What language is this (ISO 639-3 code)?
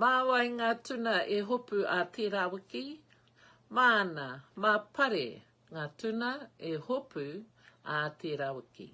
mri